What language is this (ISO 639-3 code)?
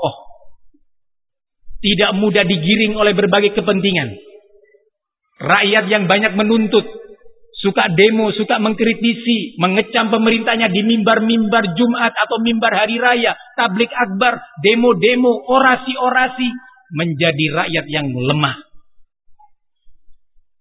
ind